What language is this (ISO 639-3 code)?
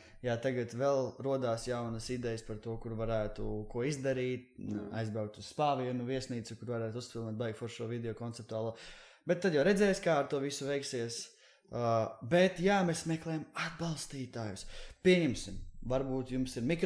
lav